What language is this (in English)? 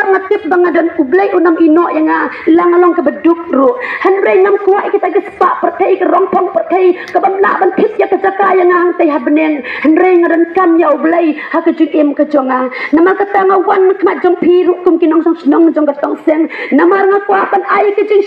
Khasi